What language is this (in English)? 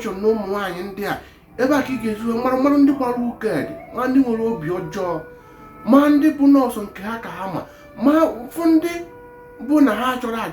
Igbo